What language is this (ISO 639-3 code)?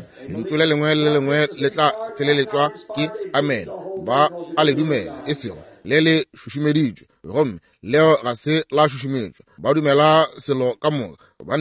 nso